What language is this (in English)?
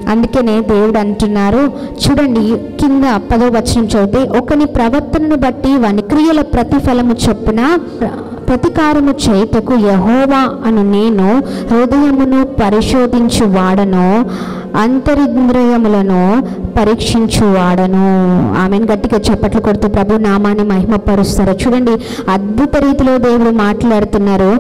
Telugu